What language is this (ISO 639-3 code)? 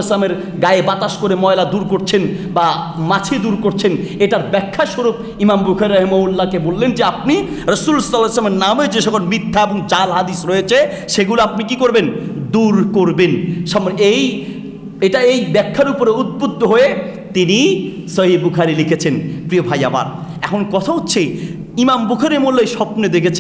ben